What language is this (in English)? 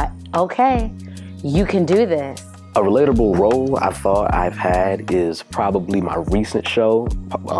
English